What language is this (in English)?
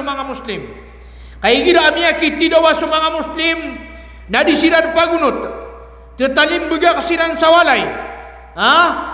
Maranao